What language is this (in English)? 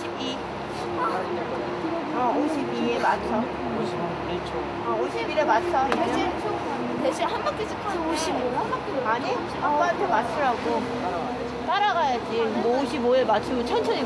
Korean